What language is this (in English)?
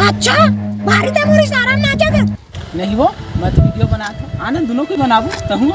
Chhattisgarhi